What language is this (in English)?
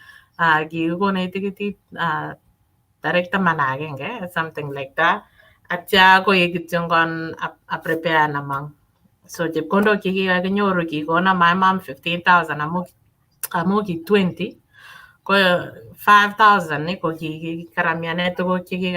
Kalenjin